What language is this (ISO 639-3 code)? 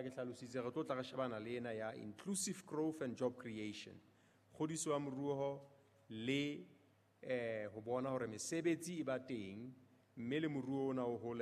sot